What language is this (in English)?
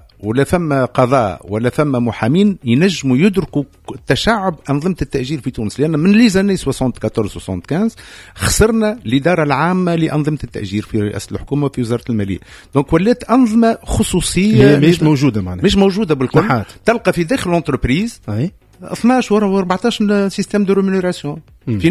Tunisian Arabic